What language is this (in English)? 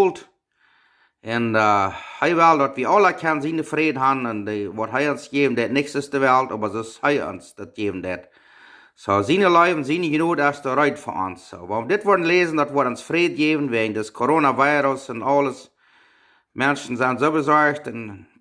Plautdietsch